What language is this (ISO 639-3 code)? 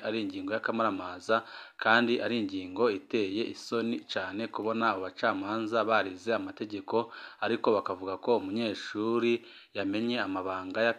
run